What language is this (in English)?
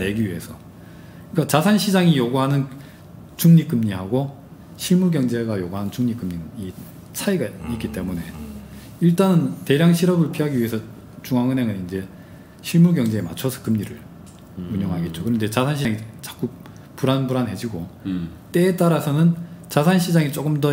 Korean